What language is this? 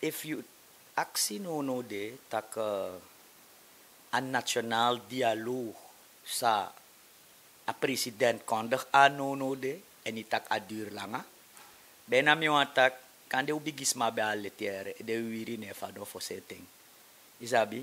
Sranan Tongo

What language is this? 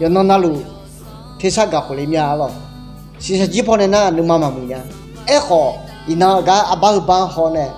Akha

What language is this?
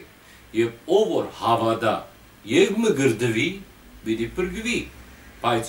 Western Armenian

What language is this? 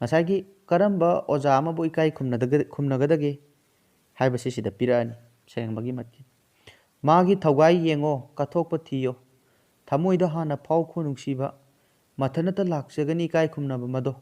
Manipuri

